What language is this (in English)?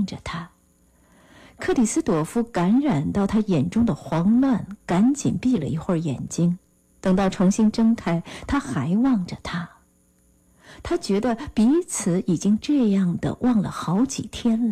Chinese